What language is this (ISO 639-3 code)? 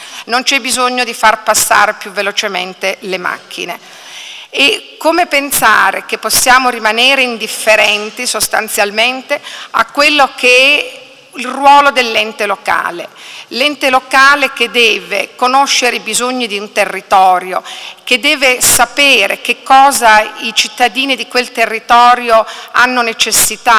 ita